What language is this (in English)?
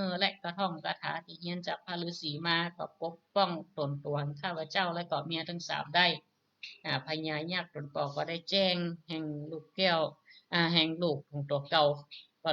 Northern Thai